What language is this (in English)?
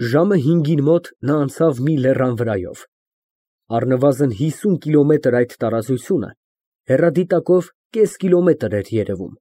Armenian